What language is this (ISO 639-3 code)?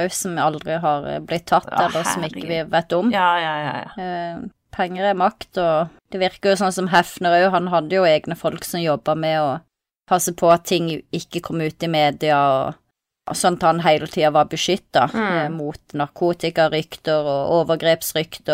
nor